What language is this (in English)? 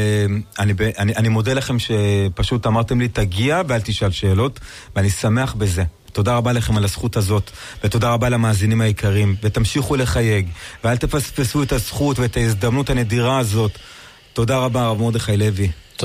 Hebrew